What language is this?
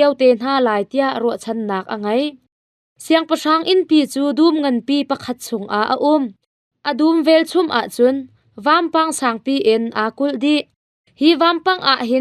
Hakha Chin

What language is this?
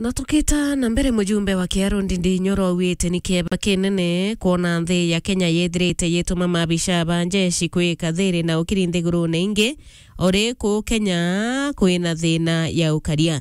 Meru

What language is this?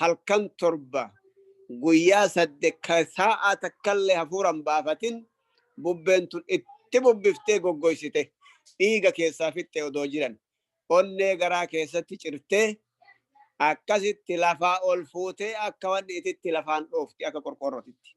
Oromo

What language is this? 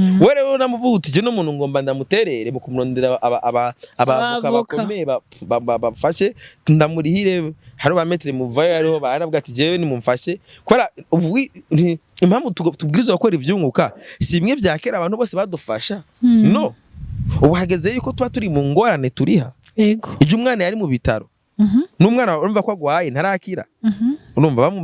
Rundi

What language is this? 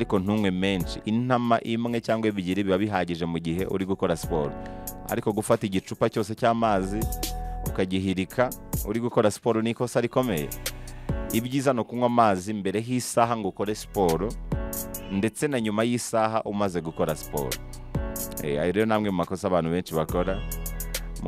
Kinyarwanda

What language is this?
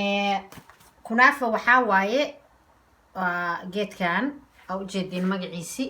Somali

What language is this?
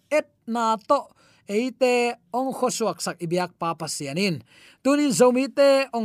Tedim Chin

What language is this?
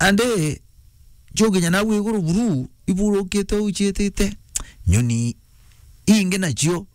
Meru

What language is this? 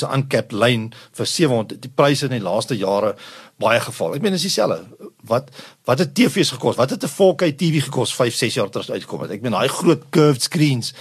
Afrikaans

